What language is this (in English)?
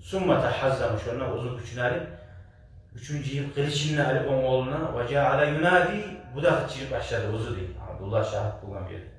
Kumyk